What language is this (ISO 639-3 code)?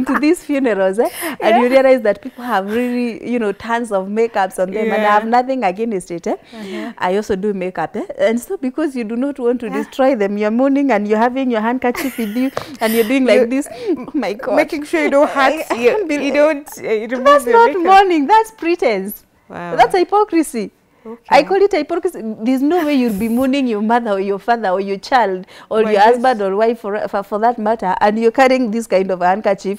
eng